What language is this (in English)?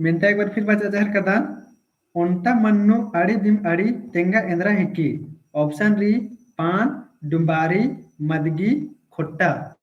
Kurukh